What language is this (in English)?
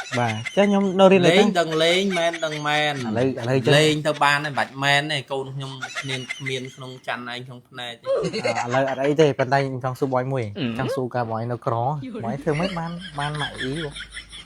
Khmer